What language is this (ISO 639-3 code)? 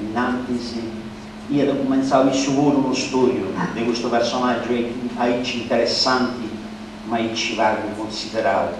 srd